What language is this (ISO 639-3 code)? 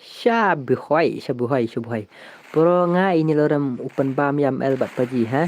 kha